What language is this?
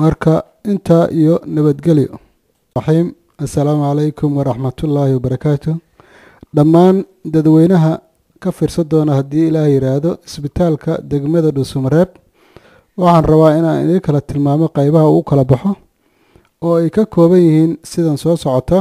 Somali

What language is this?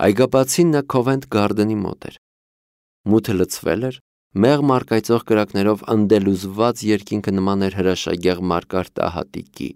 Armenian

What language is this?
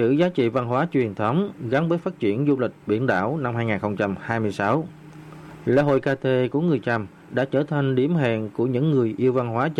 Vietnamese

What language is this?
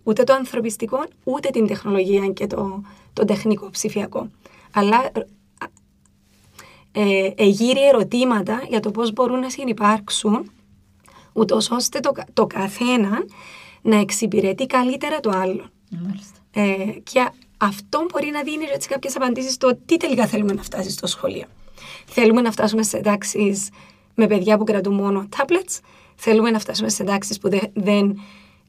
Greek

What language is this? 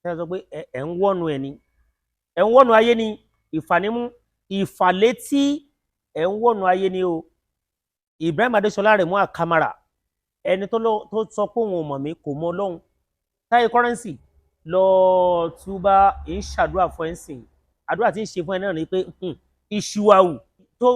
Yoruba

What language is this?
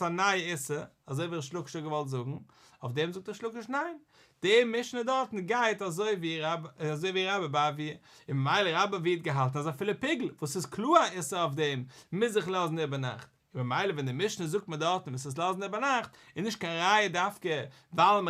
Yiddish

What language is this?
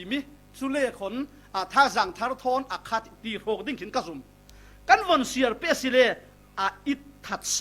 Falam Chin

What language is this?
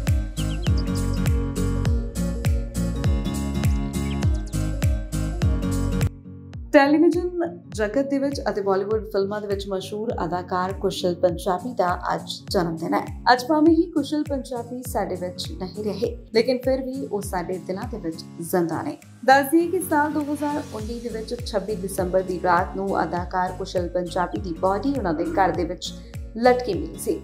Punjabi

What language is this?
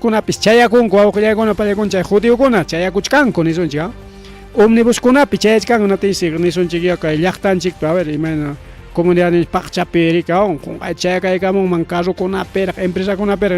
Ayacucho Quechua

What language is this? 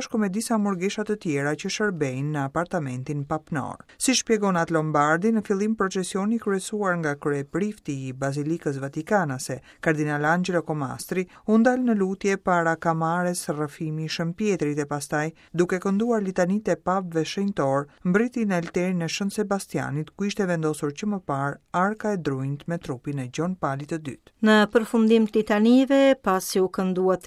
Albanian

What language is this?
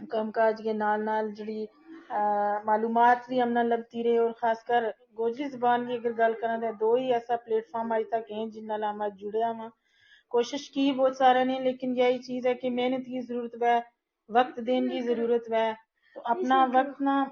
Gujari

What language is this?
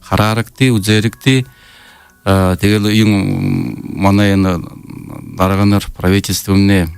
Buriat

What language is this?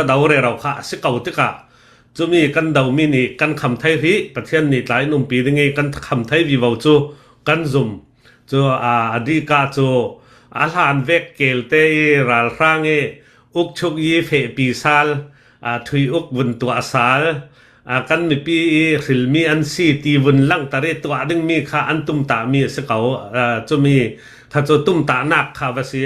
Hakha Chin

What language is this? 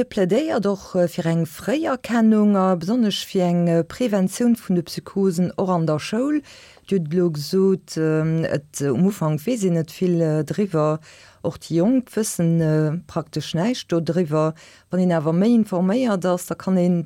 Luxembourgish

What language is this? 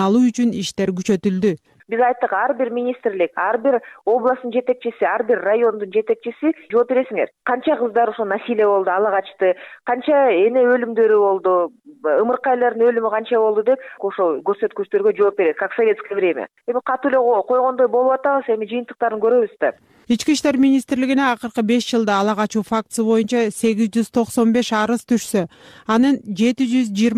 Kyrgyz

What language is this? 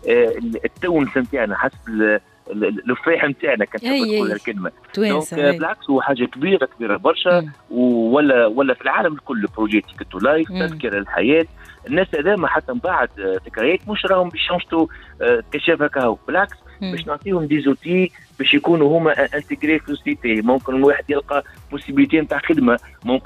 Tunisian Arabic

